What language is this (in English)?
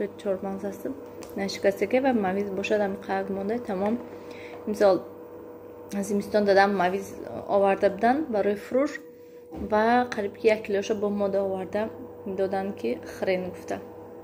Tajik